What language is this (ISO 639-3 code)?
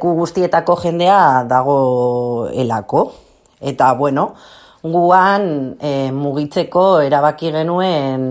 eus